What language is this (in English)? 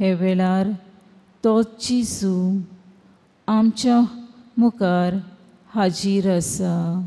Konkani